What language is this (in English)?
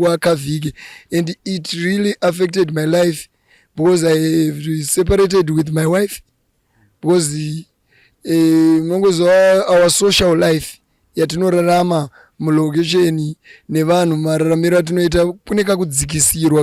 Shona